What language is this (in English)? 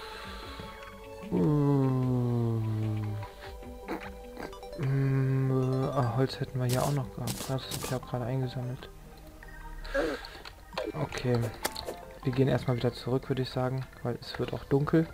German